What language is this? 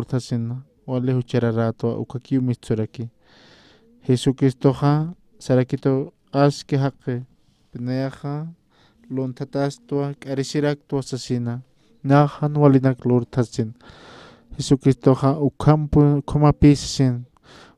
Aymara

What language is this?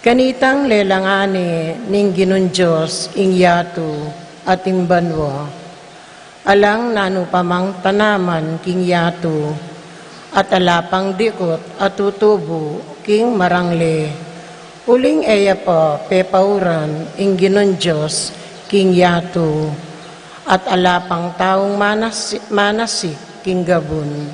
Pampanga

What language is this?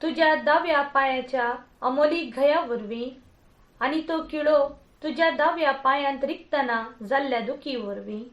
Konkani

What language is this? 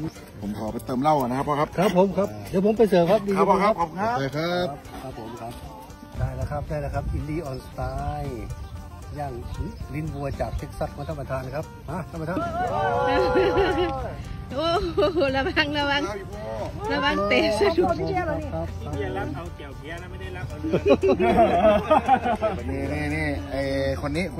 Thai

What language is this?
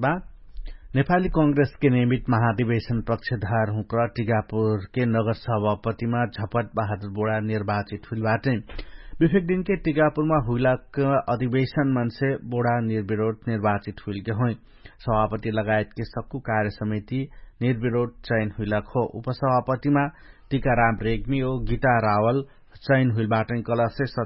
Dangaura Tharu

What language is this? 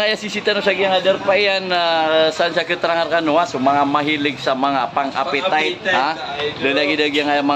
Maranao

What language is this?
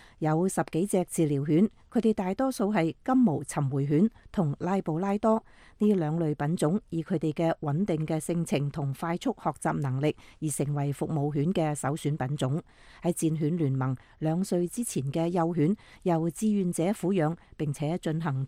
Cantonese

